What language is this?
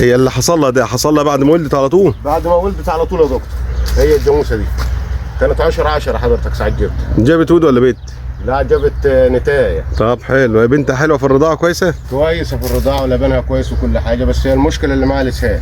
Egyptian Arabic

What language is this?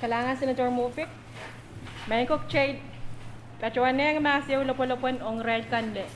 Pohnpeian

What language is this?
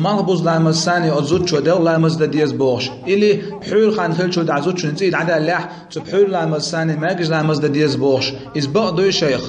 Chechen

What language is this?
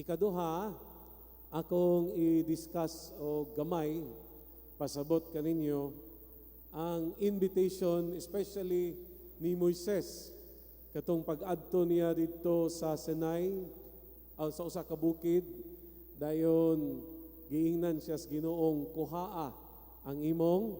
Cebuano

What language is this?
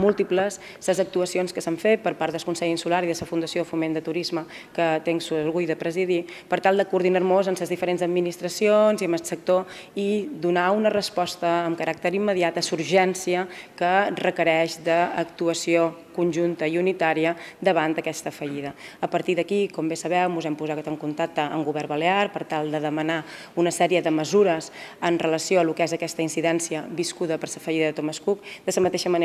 Catalan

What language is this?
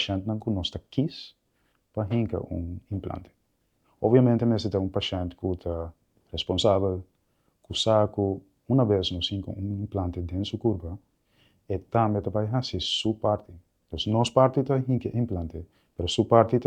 Papiamento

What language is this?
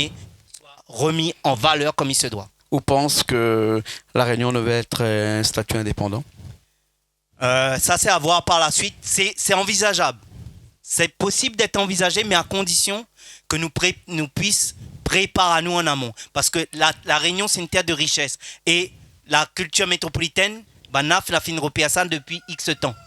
Réunion Creole French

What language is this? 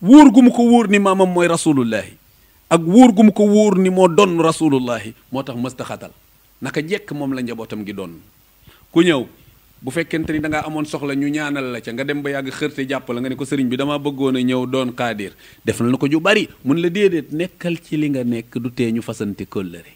Wolof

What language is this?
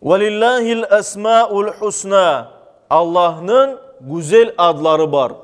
Crimean Tatar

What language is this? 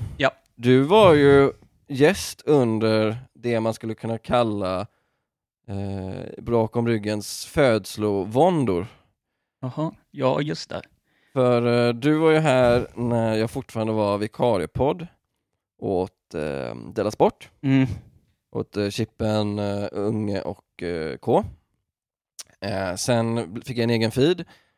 Swedish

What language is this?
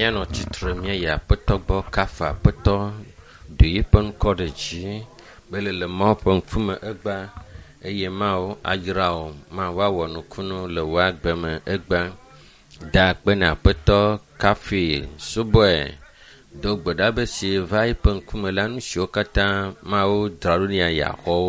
Ewe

